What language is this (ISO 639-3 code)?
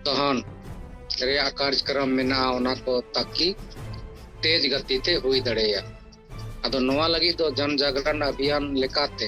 sat